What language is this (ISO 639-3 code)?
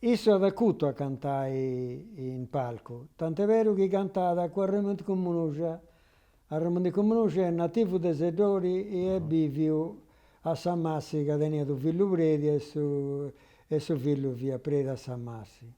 srd